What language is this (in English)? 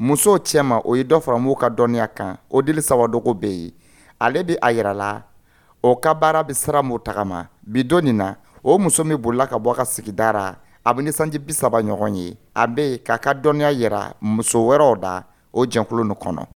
Dyula